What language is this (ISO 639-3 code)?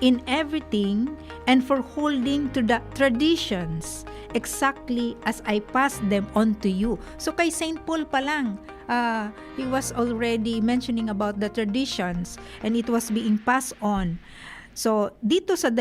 bik